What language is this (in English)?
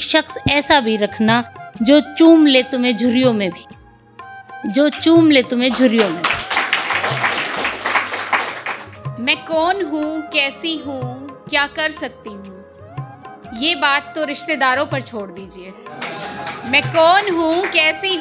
Hindi